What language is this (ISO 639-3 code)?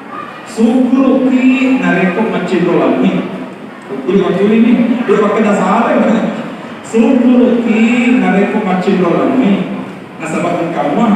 bug